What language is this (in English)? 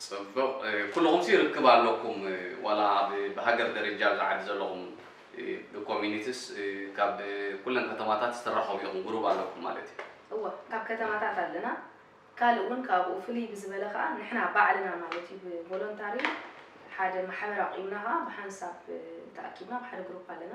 Tigrinya